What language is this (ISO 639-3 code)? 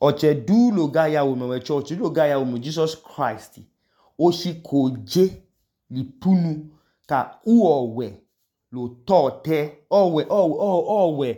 idu